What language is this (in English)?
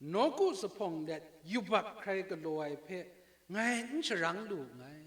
Kachin